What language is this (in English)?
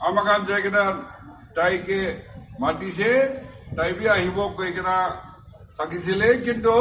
Naga Pidgin